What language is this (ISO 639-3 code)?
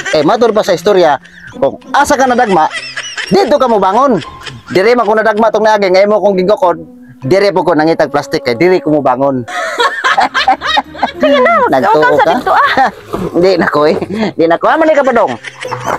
ceb